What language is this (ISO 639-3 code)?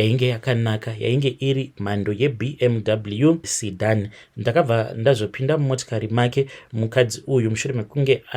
sna